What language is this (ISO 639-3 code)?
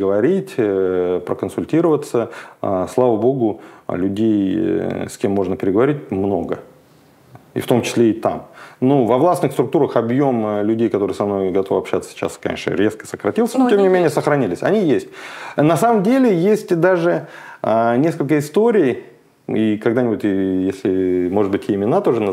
rus